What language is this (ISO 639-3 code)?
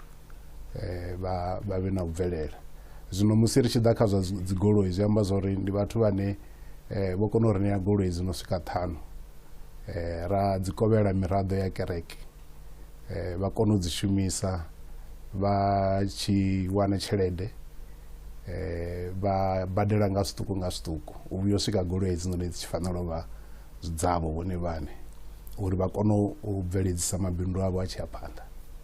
ven